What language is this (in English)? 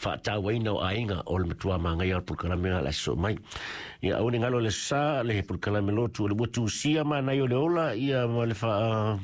Samoan